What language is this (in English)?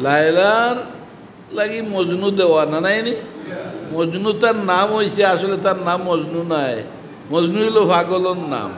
Sylheti